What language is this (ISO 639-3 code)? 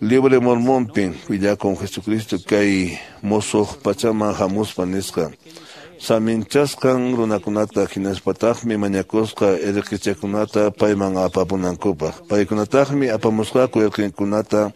que